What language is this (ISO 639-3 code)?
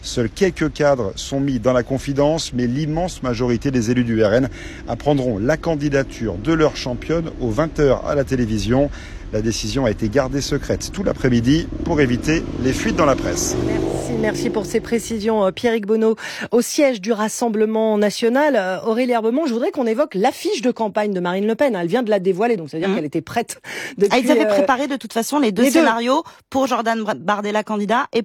fra